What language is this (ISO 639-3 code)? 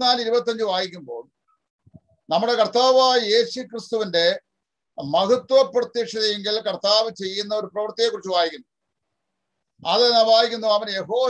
mal